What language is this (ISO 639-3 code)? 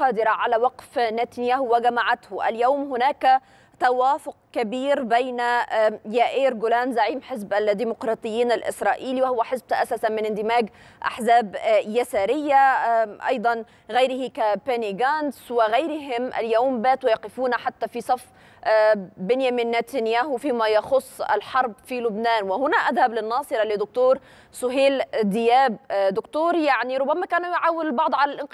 ara